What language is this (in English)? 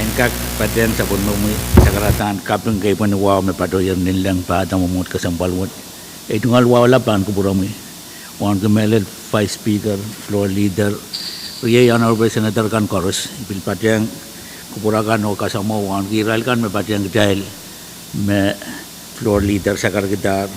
Pohnpeian